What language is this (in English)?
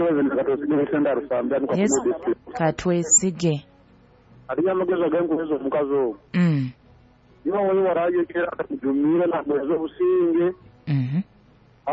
Nyoro